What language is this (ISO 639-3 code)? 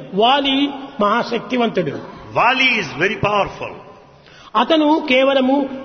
tel